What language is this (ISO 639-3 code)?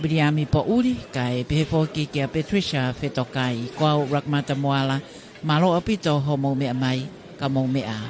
ton